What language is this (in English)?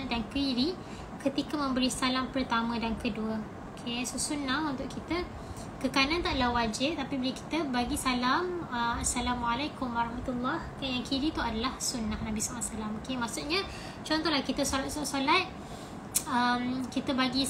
Malay